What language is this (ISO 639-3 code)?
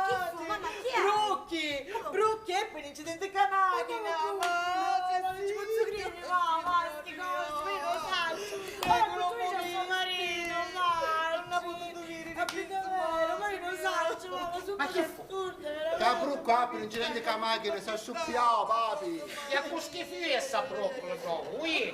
scn